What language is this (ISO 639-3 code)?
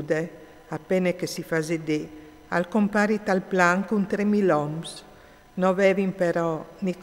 fur